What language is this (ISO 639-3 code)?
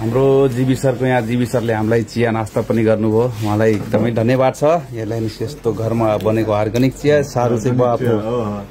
nep